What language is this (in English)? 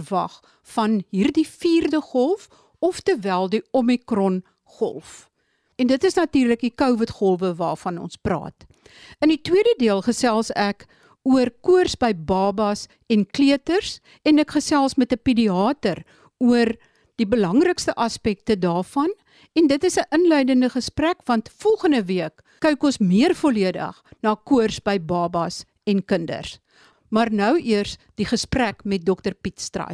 Afrikaans